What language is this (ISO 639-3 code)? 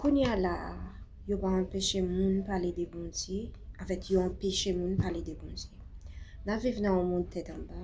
hat